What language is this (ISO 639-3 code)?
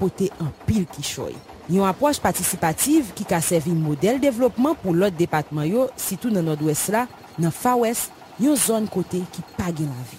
hat